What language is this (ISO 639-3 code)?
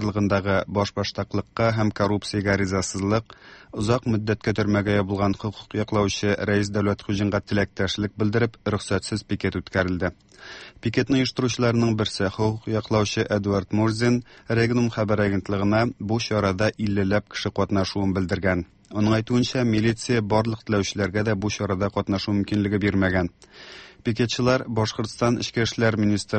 tat